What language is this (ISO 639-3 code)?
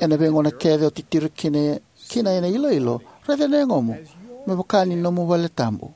fij